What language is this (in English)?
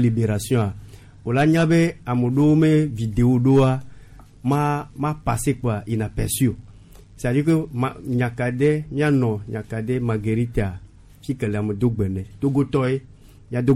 Gen